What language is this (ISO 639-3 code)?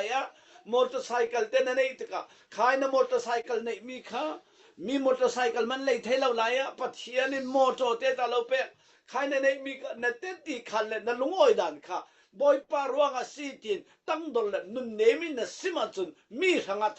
cfm